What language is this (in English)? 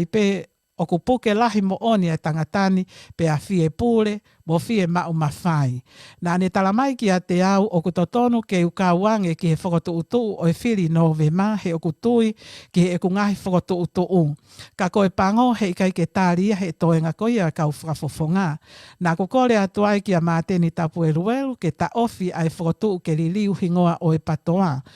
Tongan